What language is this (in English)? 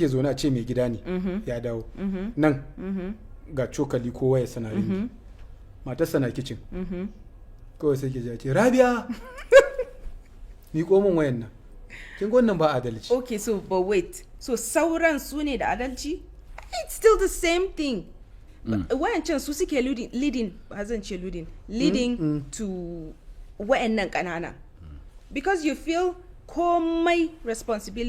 Hausa